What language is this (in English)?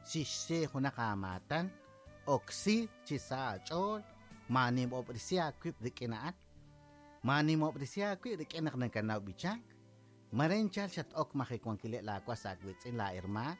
Kekchí